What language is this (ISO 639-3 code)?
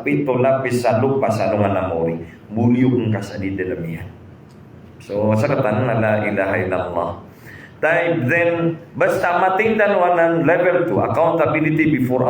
mrw